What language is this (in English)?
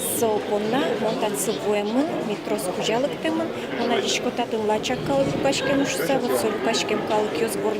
Udmurt